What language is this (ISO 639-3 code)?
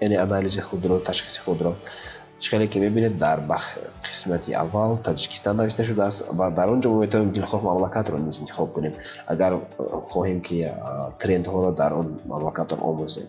tgk